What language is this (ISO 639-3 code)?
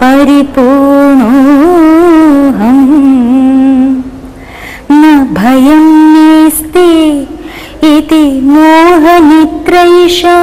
san